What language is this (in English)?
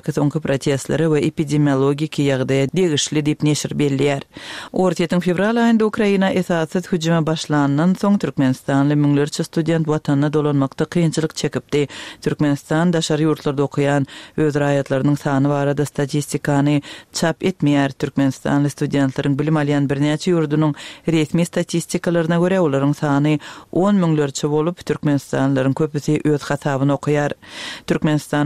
Turkmen